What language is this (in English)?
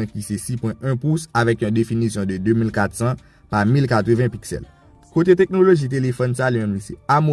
Haitian Creole